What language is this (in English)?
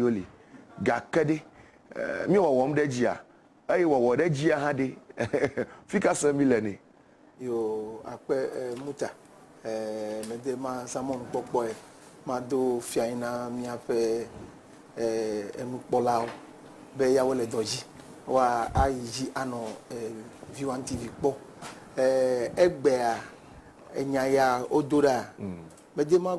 Ewe